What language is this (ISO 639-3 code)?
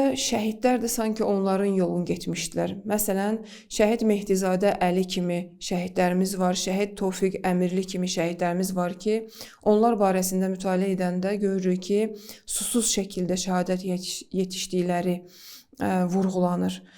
aze